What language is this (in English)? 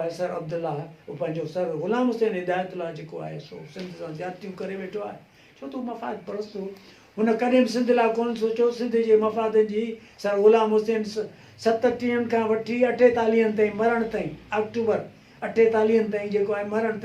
Sindhi